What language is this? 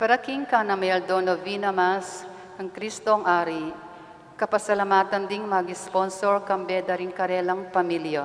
Pampanga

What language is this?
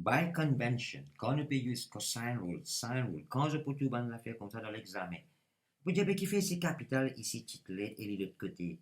Morisyen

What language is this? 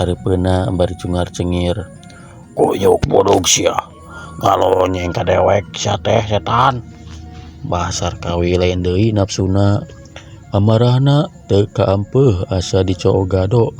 Sundanese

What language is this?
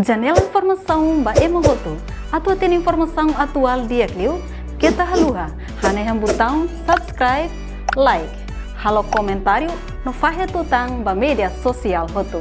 Tetum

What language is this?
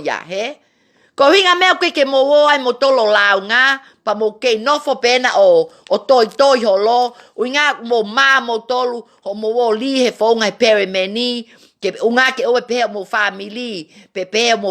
Tongan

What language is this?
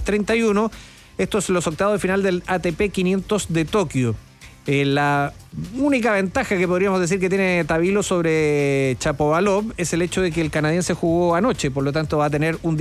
Spanish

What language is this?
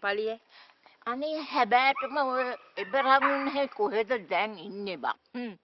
Sinhala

